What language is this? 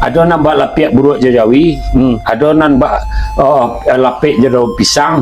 Minangkabau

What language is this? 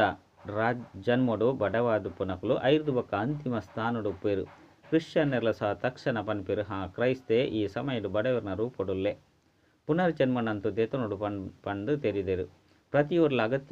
Tulu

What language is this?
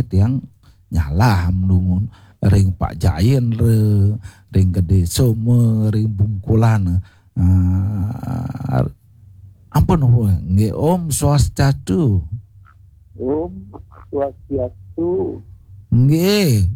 Balinese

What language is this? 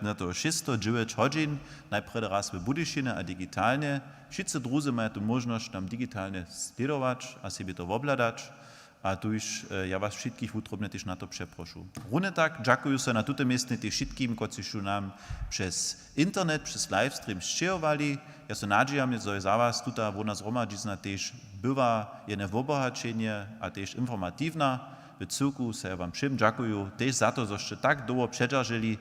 Upper Sorbian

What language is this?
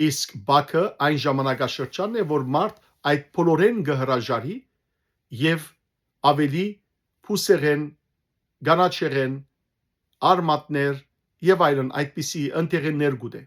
Western Armenian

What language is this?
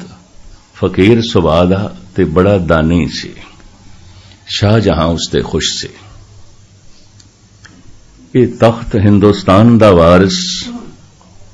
Punjabi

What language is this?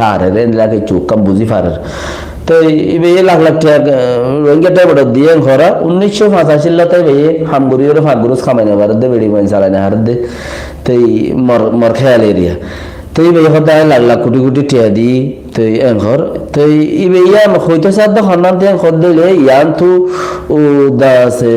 Rohingya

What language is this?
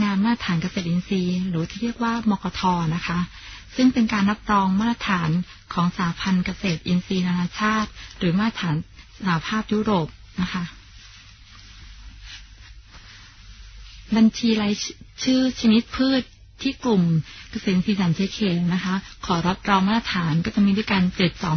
Thai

